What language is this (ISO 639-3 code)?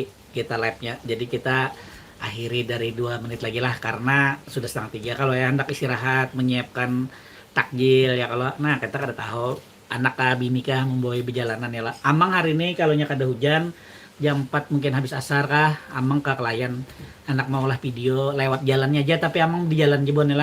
bjn